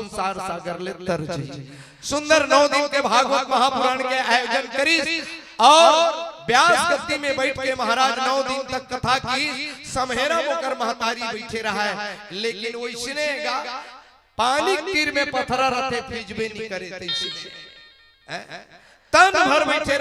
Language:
Chhattisgarhi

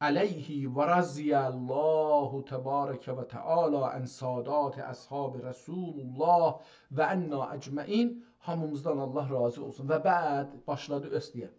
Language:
South Azerbaijani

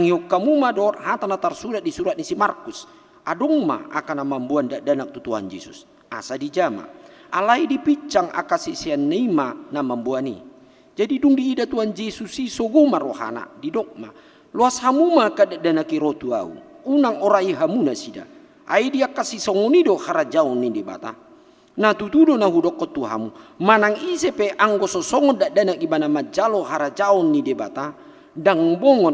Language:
Batak Toba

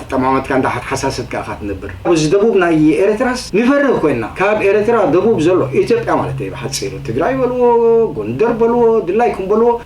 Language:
Tigrinya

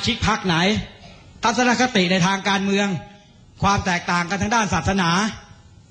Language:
Thai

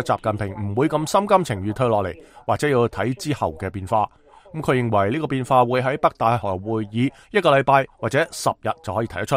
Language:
Cantonese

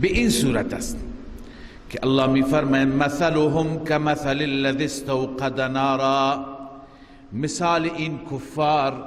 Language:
Persian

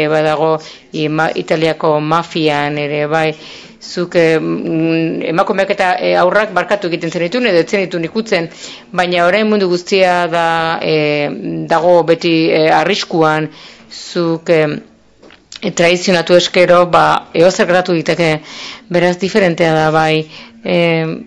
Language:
Basque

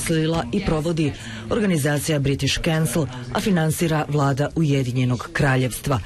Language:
Bosnian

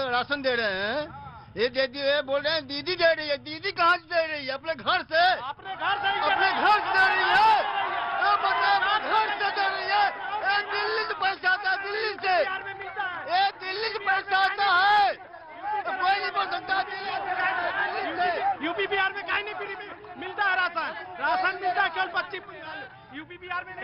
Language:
Hindi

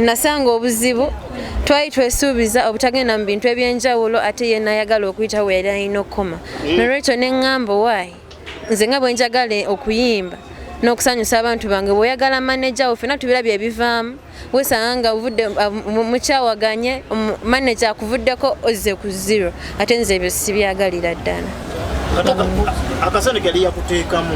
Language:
Ganda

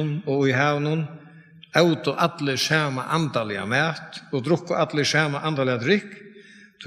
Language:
Faroese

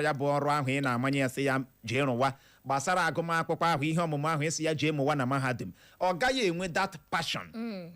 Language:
Igbo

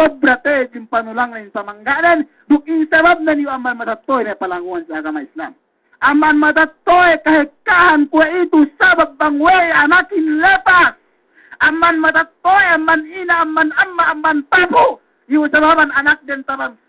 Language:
Yakan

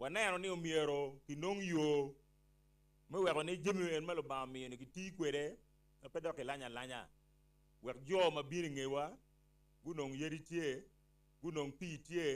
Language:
Acoli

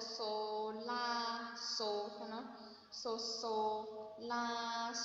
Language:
Shan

